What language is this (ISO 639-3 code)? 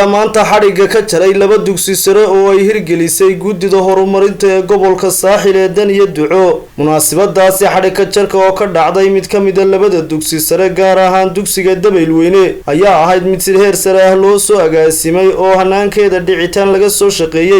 som